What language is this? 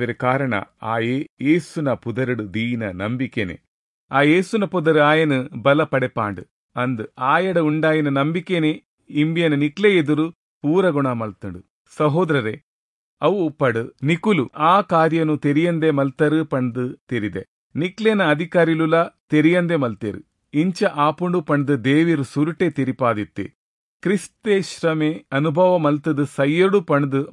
Tulu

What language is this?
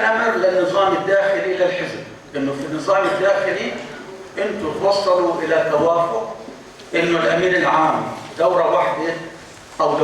North Levantine Arabic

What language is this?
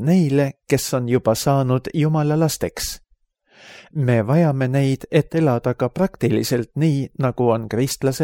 Estonian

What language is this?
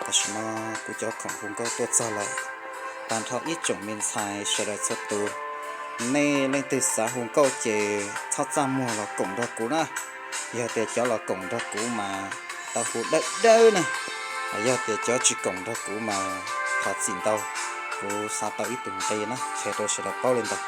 Hmong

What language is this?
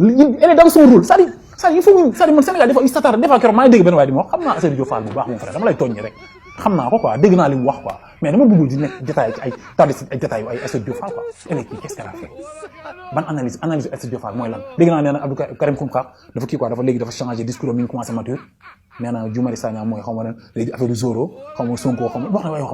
Wolof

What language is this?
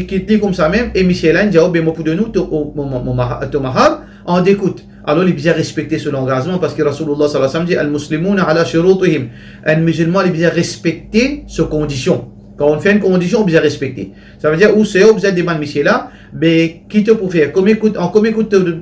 Morisyen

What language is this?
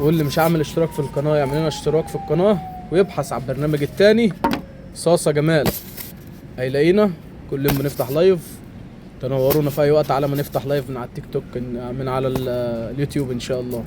Egyptian Arabic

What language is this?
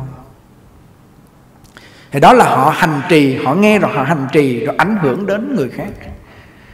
Vietnamese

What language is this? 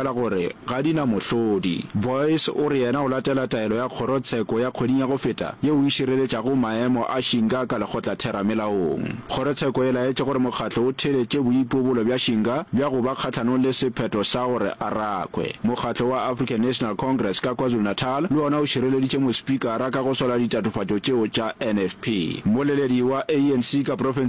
Northern Sotho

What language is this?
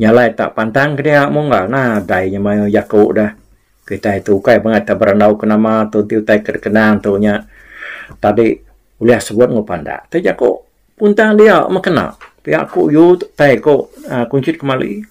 Iban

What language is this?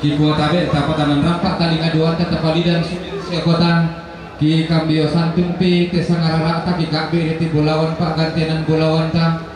Toraja-Sa'dan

